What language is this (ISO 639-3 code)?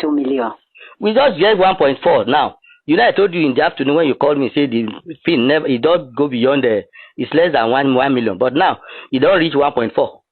yor